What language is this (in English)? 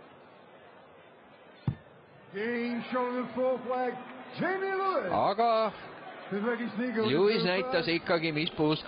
Estonian